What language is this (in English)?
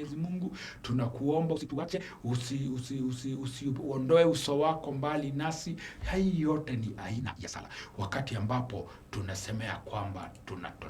Swahili